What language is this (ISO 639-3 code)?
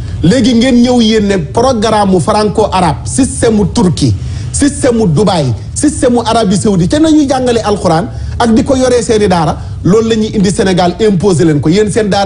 wol